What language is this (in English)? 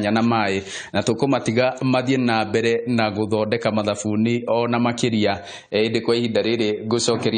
Kikuyu